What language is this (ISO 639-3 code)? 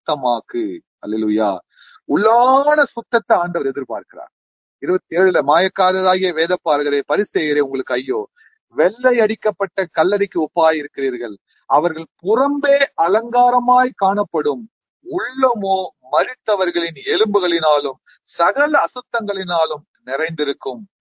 tam